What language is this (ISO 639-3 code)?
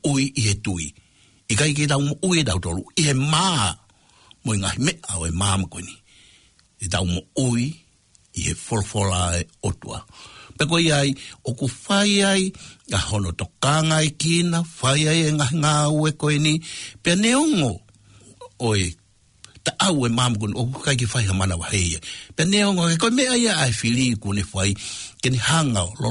ton